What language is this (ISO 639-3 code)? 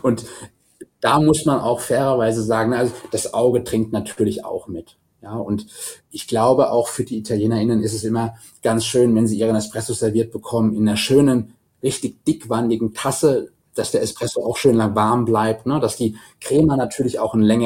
deu